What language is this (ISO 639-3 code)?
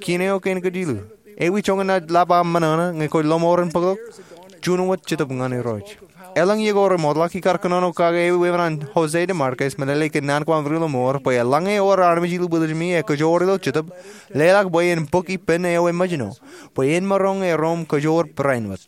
mah